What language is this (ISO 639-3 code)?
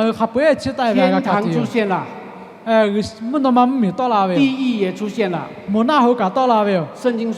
lhu